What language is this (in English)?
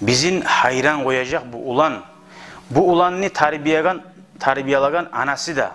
Kumyk